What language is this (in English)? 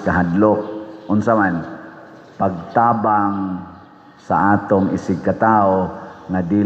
Cebuano